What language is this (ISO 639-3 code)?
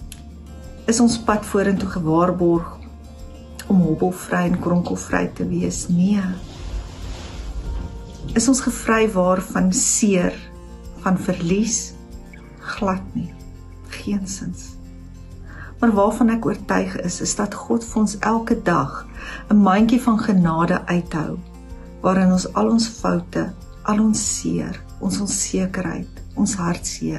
afr